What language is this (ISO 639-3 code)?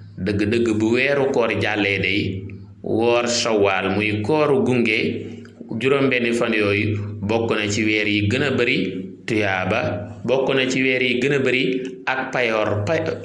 wol